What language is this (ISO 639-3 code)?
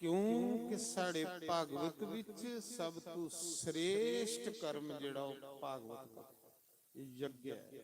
doi